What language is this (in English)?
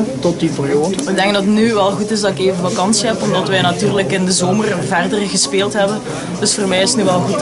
Dutch